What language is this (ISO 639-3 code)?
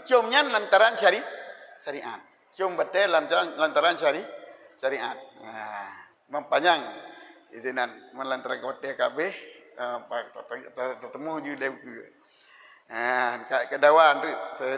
ace